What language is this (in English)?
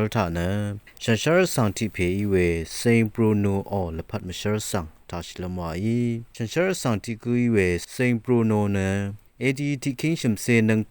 Rawang